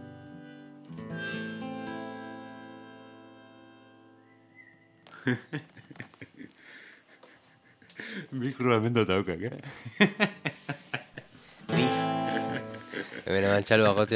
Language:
Basque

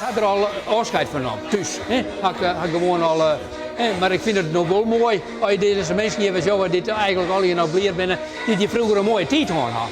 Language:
Western Frisian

